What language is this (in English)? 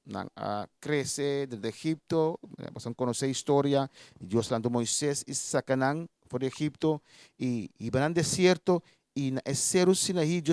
Papiamento